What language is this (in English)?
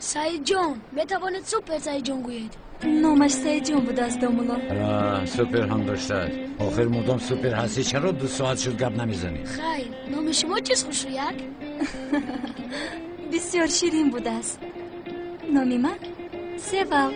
Tajik